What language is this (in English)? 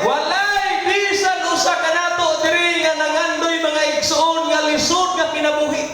Cebuano